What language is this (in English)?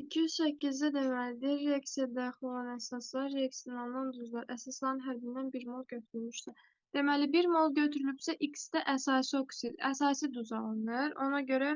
Azerbaijani